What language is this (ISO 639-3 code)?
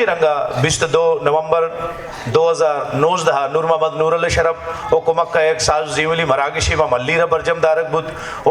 bal